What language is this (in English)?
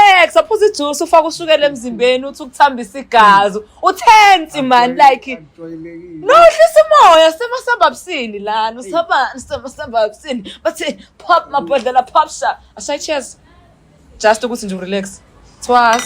Zulu